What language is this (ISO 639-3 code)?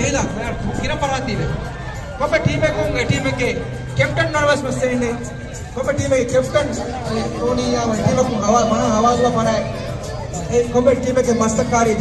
div